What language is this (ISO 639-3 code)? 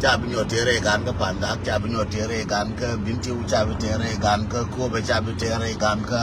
nus